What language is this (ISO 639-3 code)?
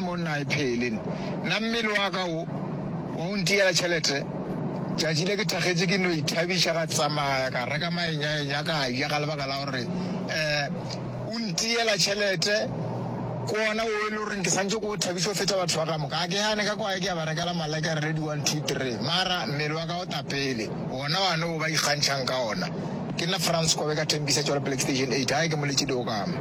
nso